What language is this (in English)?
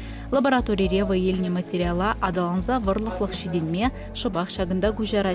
Chuvash